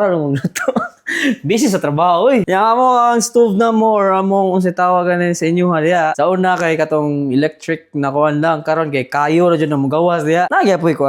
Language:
Cebuano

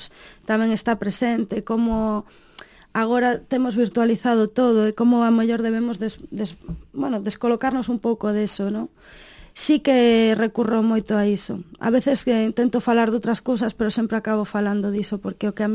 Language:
Galician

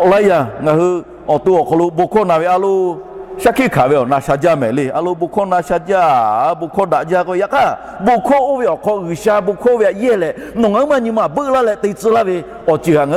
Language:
Lahu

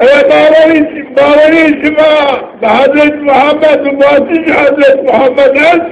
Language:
Zaza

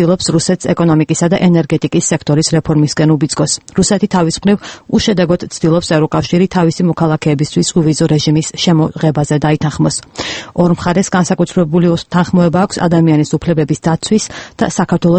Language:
Georgian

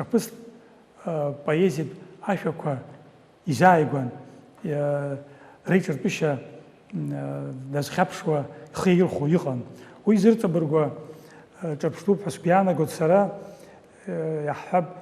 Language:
Abkhazian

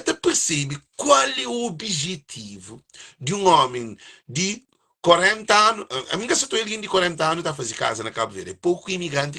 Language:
Kabuverdianu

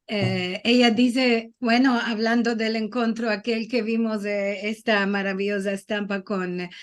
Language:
Ladino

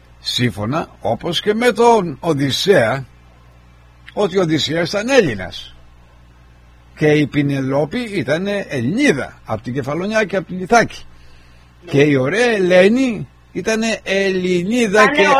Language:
Greek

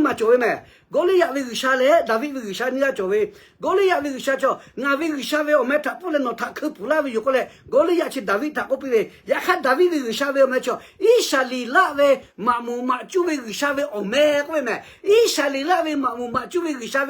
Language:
Lahu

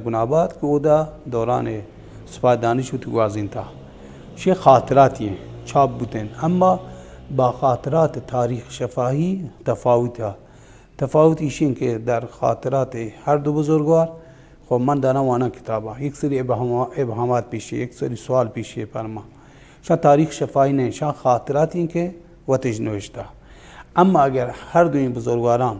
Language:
Baluchi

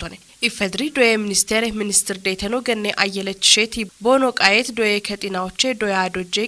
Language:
Kafa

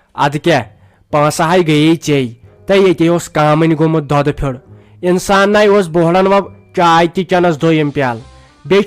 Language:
Kashmiri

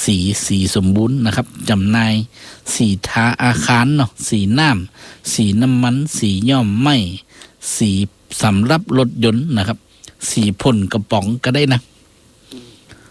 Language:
Thai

